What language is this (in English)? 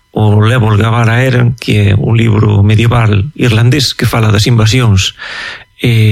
Galician